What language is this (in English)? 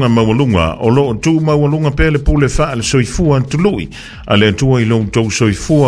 Samoan